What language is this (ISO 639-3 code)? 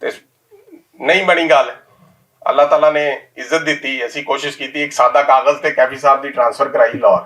lah